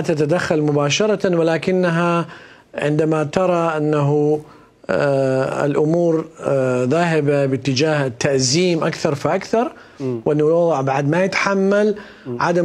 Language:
Mesopotamian Arabic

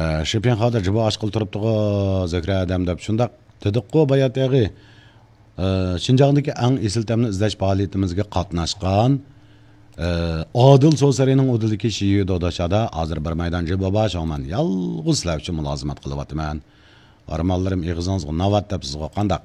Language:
Uyghur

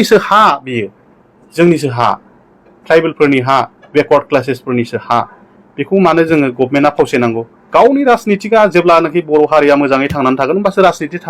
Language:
Bodo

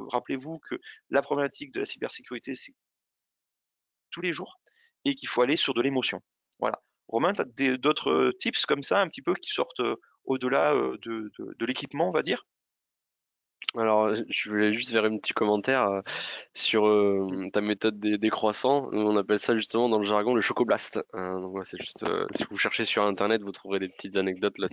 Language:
French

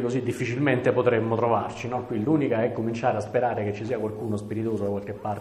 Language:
Italian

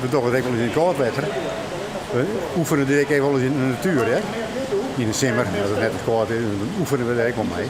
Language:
Western Frisian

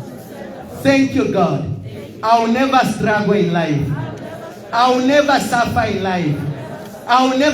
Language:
Tswana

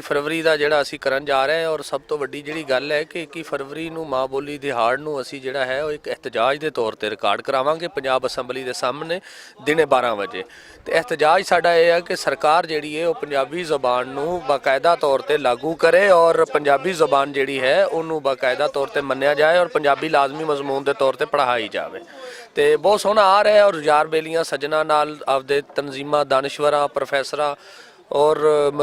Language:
Western Panjabi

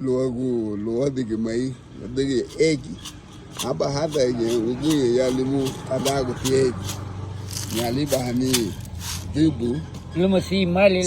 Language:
Garifuna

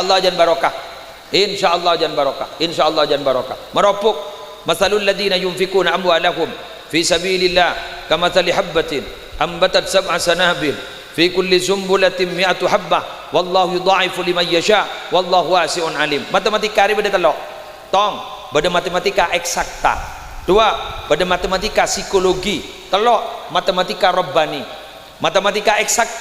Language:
Madurese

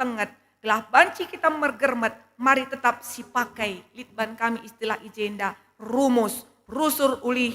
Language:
Batak Karo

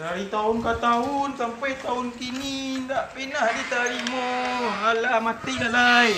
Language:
Minangkabau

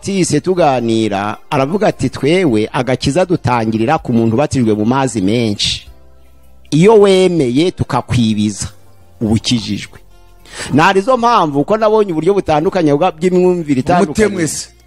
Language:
Kinyarwanda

